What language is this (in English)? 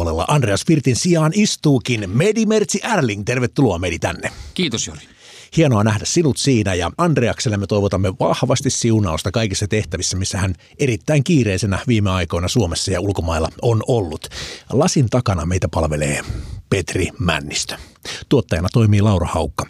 Finnish